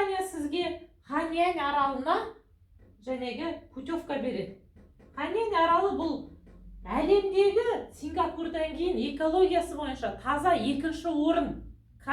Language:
Kazakh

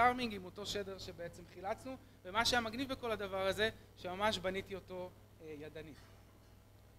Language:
Hebrew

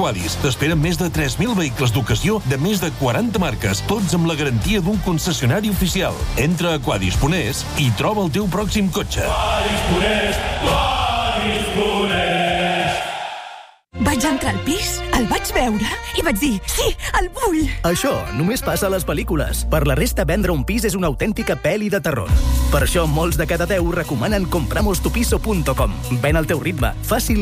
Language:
Catalan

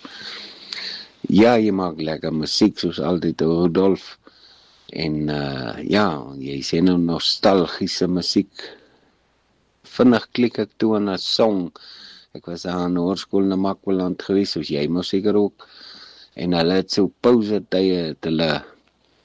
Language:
Afrikaans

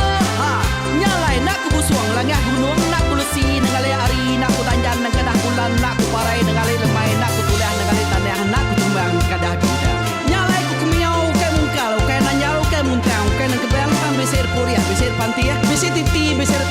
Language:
Iban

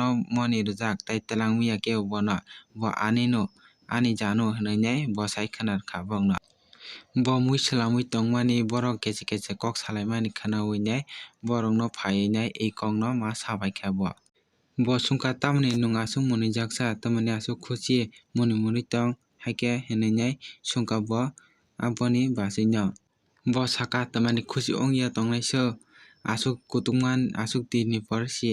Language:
Kok Borok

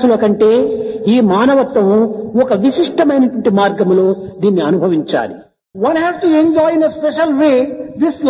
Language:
Telugu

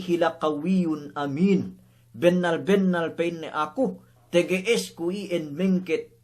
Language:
Yakan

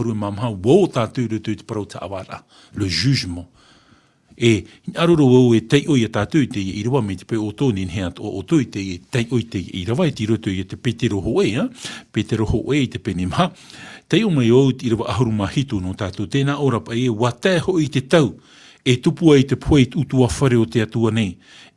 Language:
Tahitian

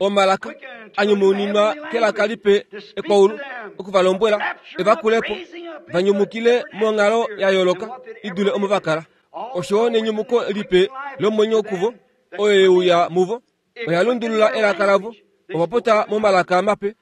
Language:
Kuanyama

